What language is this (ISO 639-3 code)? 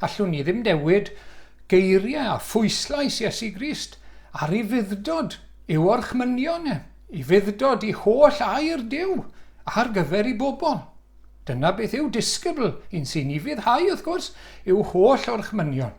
cym